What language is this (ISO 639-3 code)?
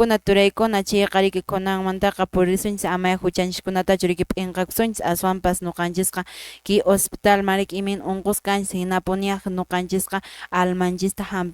que